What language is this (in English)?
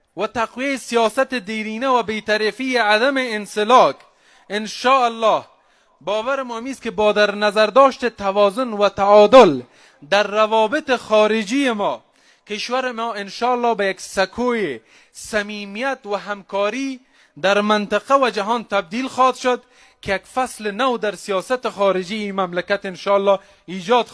Persian